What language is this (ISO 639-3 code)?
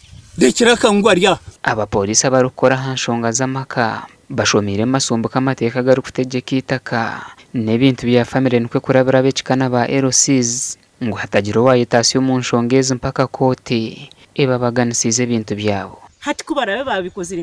nyn